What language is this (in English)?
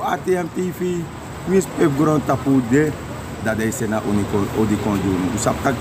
Sranan Tongo